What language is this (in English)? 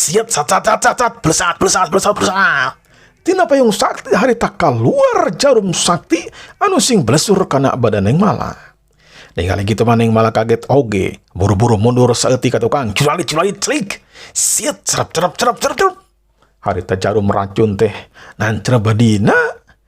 Sundanese